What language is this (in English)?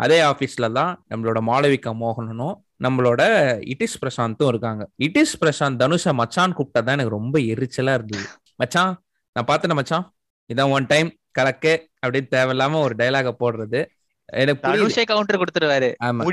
Tamil